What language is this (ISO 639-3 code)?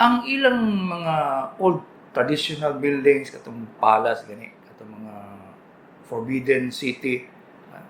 ceb